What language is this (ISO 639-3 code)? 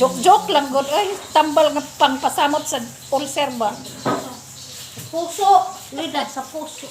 ceb